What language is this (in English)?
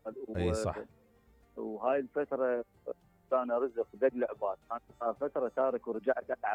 Mesopotamian Arabic